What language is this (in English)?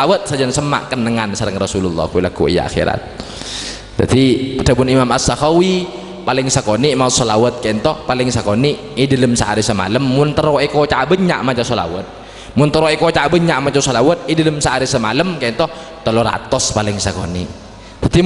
Madurese